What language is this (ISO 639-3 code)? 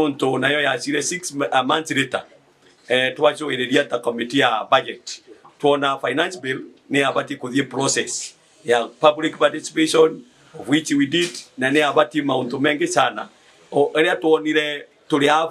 mer